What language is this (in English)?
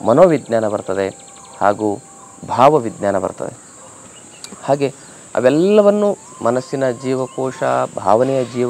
Kannada